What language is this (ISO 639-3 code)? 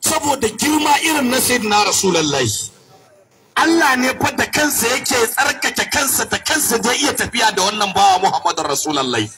hau